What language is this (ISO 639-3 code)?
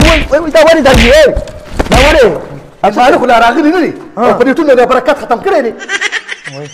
pus